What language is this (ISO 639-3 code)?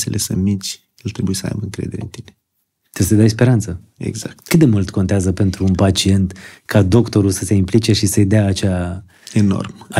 ron